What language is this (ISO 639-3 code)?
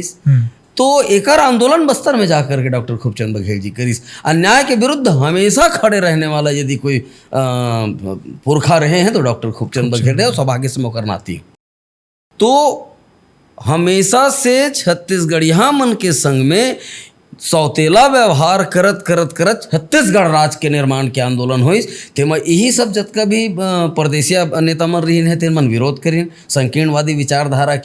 hne